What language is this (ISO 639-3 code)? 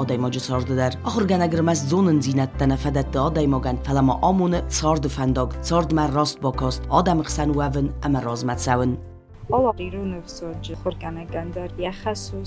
oss